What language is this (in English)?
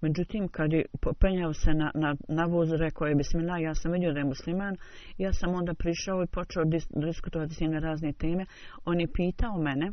Bosnian